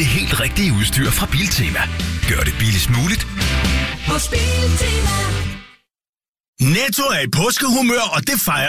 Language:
Danish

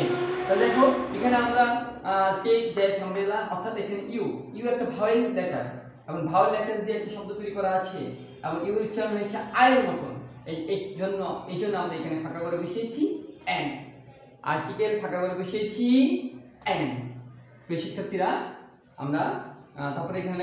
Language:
Bangla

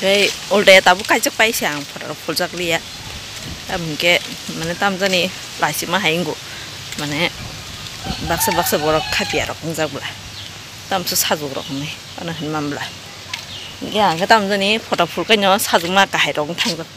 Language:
Kok Borok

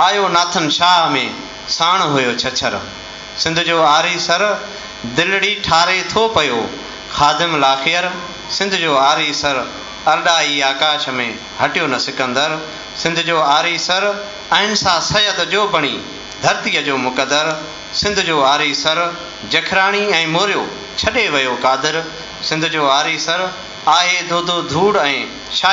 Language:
Sindhi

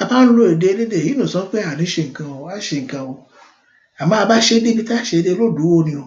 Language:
Yoruba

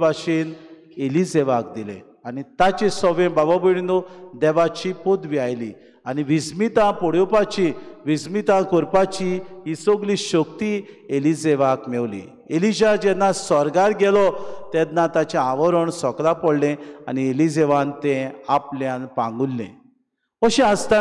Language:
Konkani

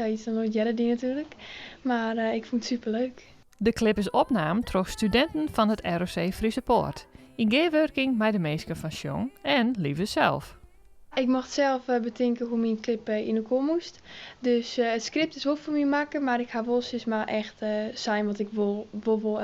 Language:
Western Frisian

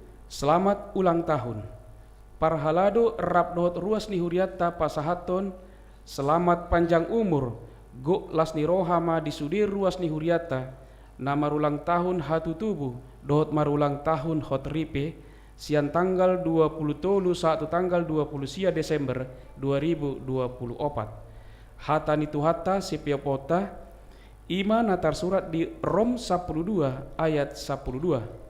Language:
Batak Toba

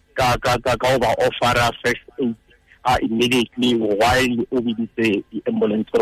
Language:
Tswana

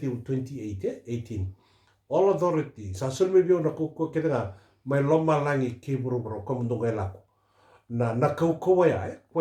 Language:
Fijian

